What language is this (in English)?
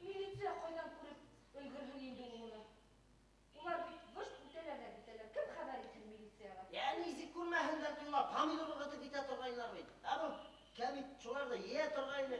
Bashkir